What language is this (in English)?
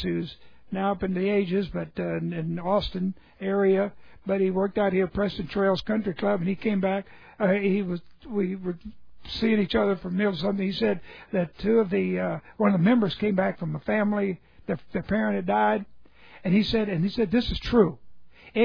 English